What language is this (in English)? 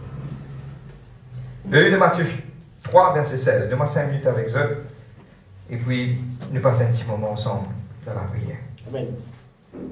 French